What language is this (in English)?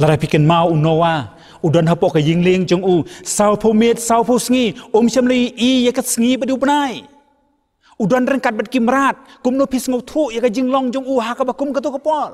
Khasi